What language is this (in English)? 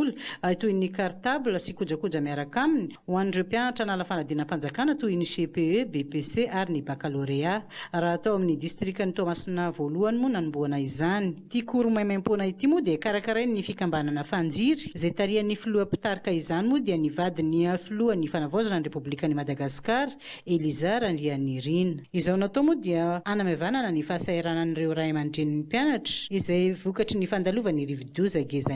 Malagasy